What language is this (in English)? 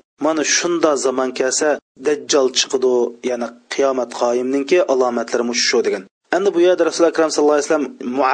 Uyghur